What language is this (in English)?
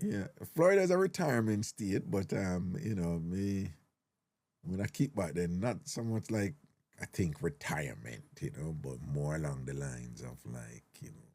Jamaican Creole English